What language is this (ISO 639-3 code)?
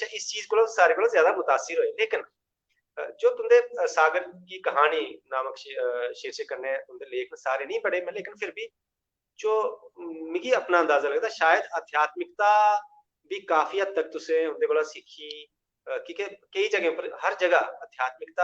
doi